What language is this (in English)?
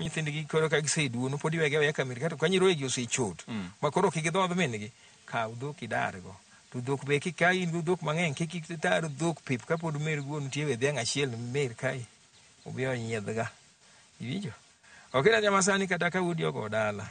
Luo (Kenya and Tanzania)